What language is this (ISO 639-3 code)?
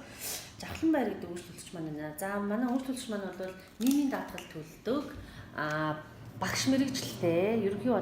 mon